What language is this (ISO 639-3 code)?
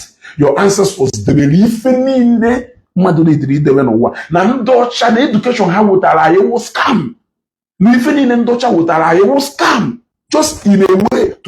ibo